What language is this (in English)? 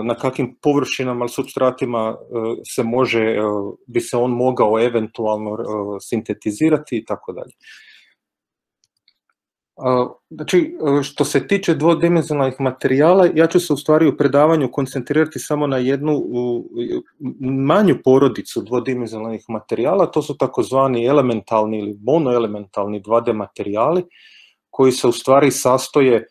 Croatian